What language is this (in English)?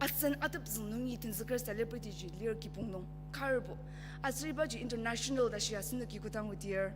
Ao Naga